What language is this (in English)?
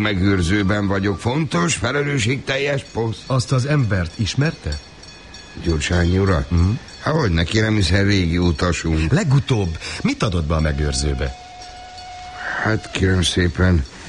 Hungarian